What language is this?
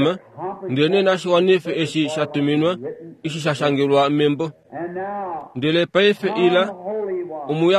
Kuanyama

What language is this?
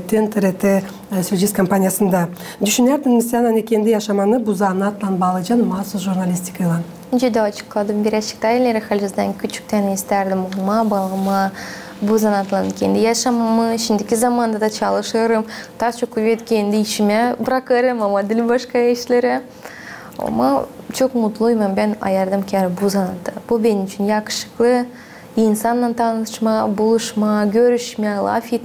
Gagauz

